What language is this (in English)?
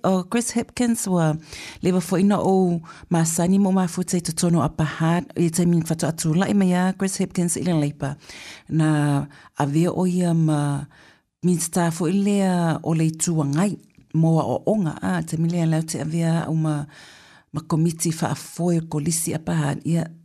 Samoan